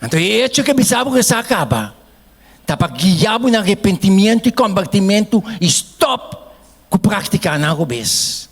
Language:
Papiamento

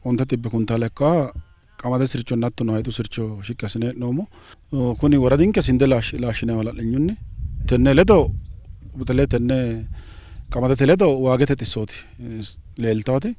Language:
Sidamo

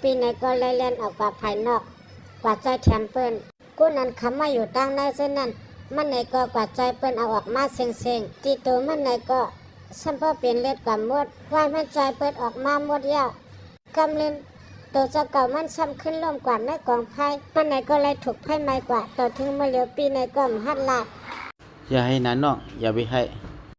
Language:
Shan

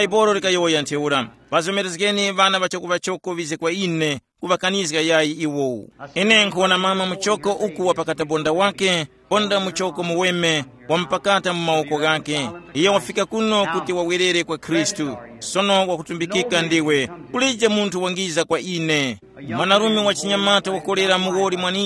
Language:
Tumbuka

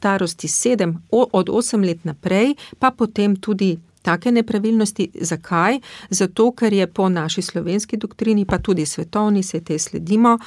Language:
Slovenian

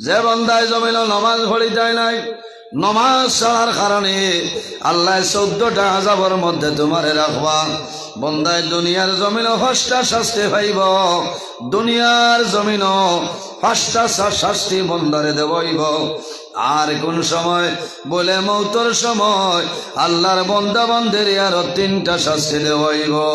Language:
Sylheti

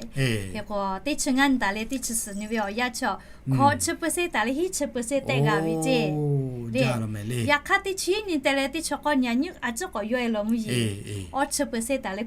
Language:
Lahu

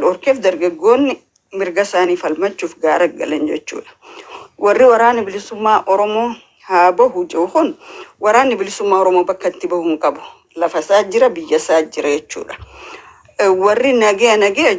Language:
Oromo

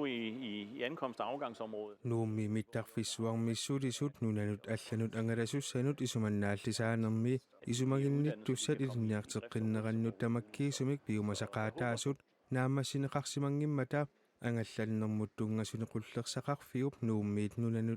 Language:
Kalaallisut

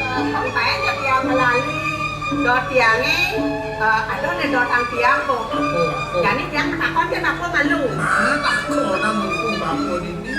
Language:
Balinese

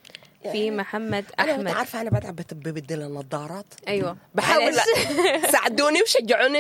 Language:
Sudanese Arabic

